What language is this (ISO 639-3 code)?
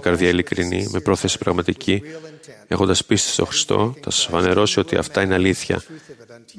ell